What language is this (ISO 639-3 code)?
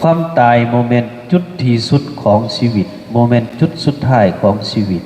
tts